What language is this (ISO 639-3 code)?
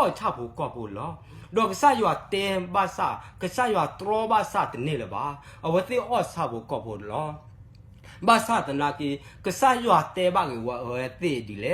ksw